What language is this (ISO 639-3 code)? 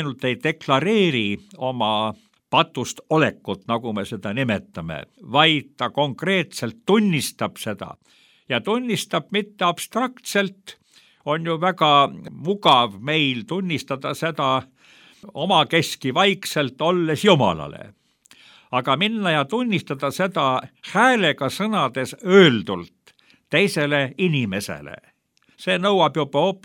est